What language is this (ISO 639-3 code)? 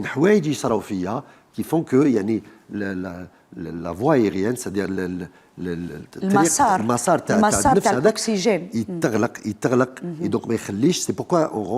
arq